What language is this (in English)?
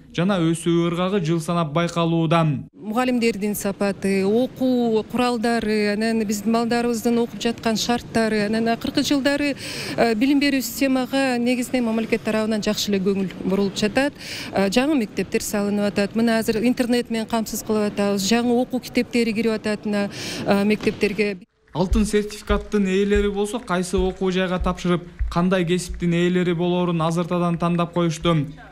Kyrgyz